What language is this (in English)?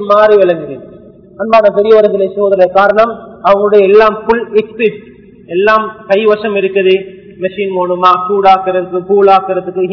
Tamil